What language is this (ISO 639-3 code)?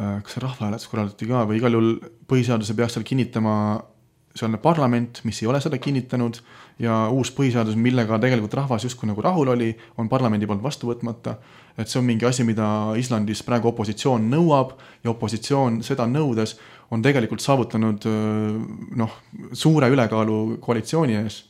est